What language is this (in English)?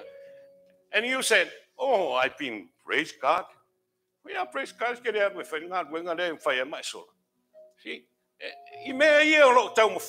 Samoan